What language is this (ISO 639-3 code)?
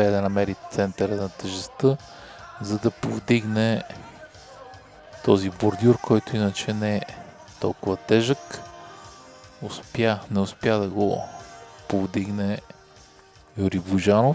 bul